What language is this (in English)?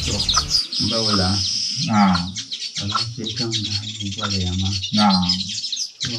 Dagbani